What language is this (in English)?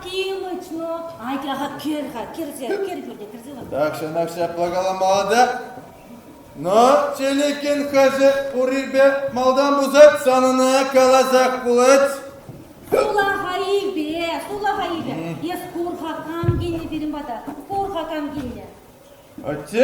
Chuvash